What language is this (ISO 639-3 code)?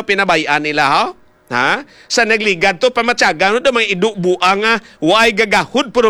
hil